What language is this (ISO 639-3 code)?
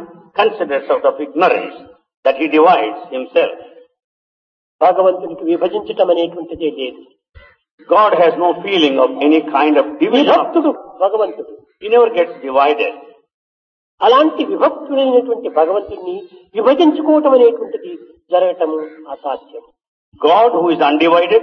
tel